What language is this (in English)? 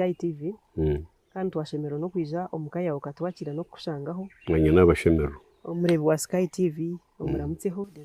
Nyankole